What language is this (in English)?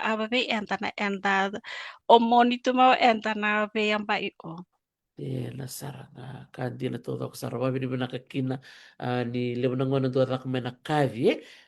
Fijian